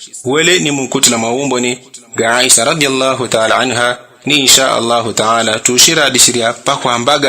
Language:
Yao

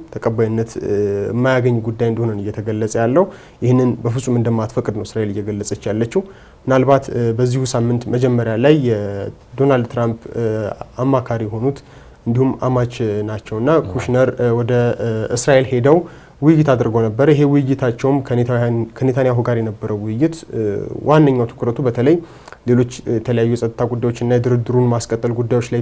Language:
Amharic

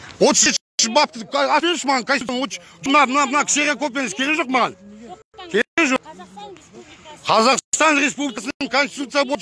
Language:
Kazakh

